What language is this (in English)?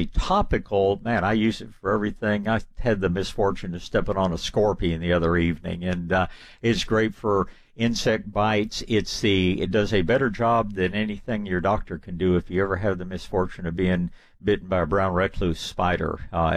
English